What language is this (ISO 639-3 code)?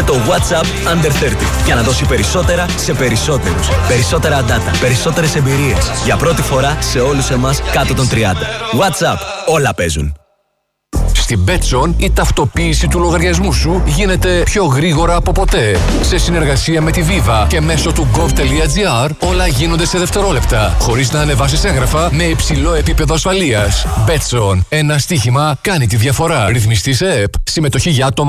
ell